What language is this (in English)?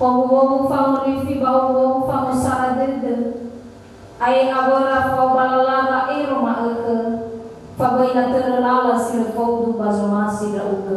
Nias